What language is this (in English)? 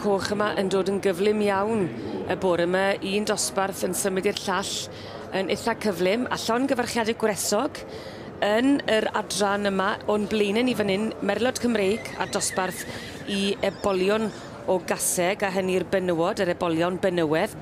Welsh